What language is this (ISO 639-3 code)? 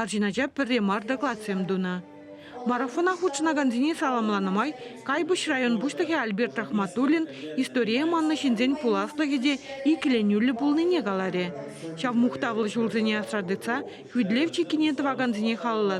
chv